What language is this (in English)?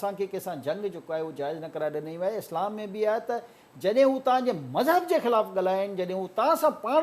Sindhi